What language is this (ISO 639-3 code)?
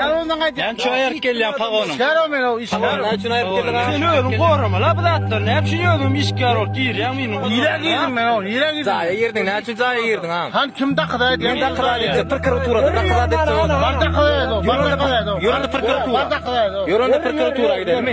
tuk